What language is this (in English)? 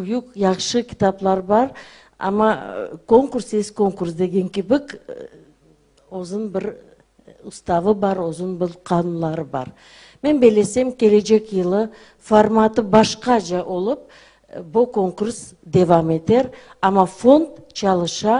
Crimean Tatar